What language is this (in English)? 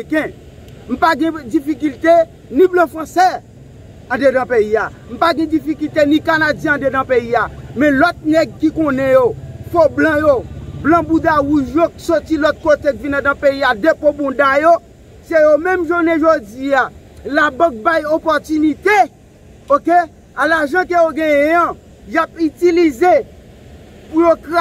Haitian Creole